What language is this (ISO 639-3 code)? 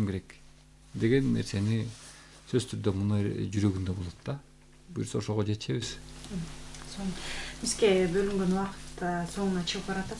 kir